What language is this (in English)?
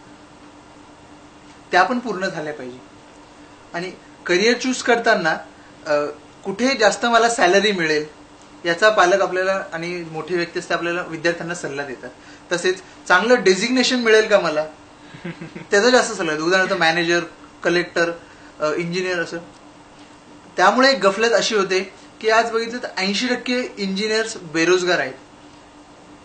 Marathi